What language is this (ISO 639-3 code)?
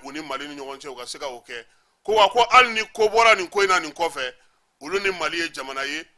bam